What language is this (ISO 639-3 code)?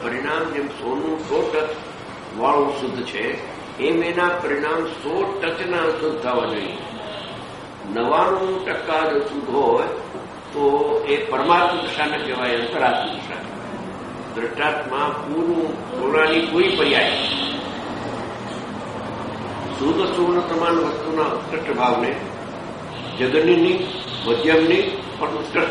guj